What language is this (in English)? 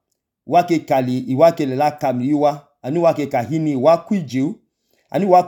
Idoma